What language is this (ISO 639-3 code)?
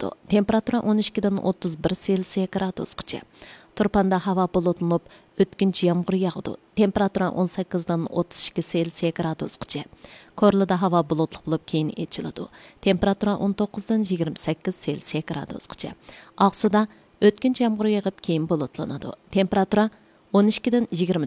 uig